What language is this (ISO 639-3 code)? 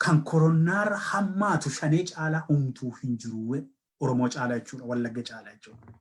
orm